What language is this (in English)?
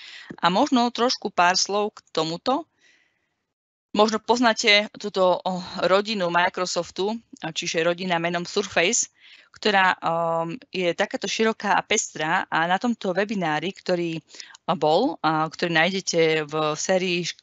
Slovak